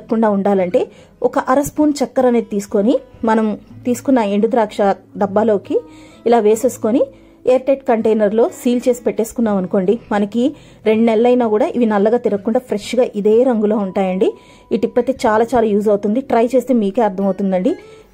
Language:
Telugu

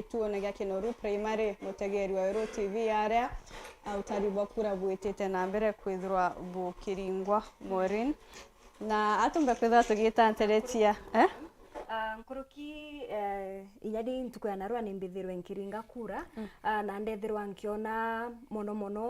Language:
Meru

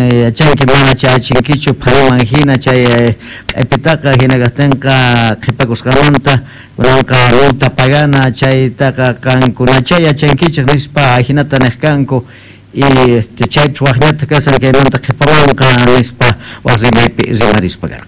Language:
South Bolivian Quechua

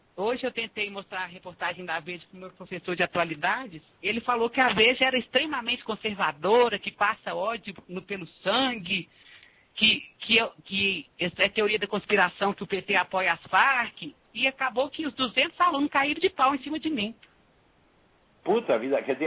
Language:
Portuguese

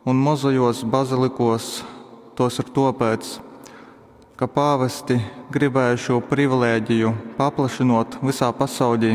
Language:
Latgalian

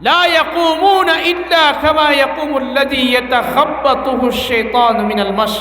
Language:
Maranao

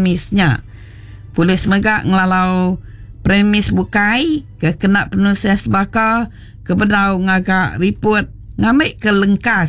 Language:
Iban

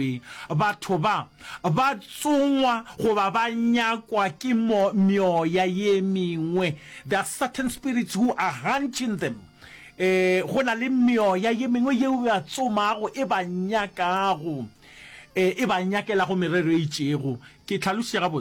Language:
Northern Sotho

